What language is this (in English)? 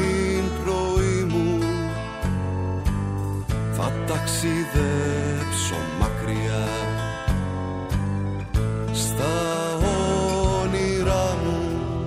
Greek